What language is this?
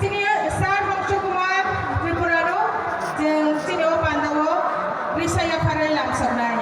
Kok Borok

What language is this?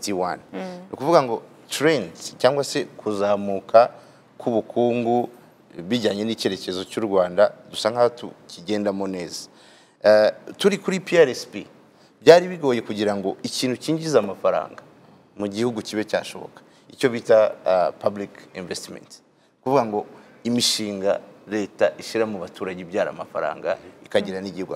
Kinyarwanda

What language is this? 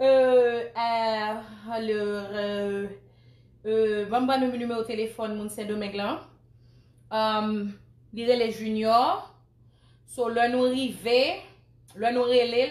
Haitian Creole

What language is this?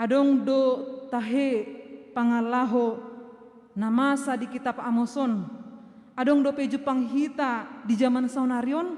Batak Toba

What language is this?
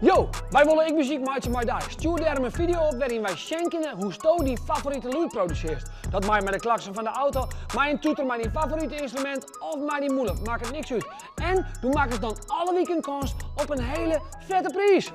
Western Frisian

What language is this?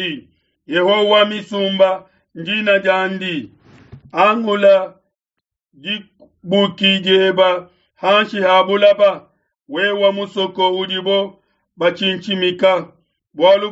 Luba-Lulua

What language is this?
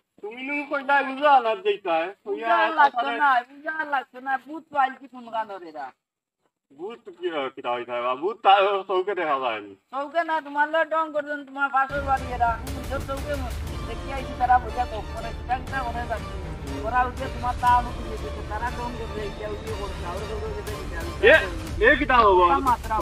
Sylheti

